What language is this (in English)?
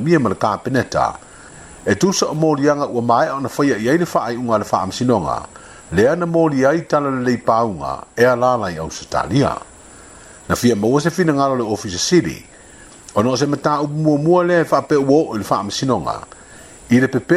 Samoan